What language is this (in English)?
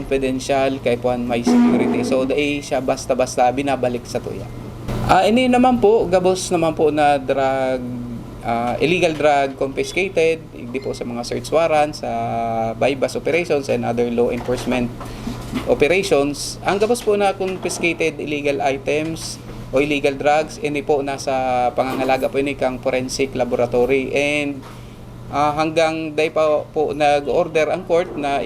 Bikol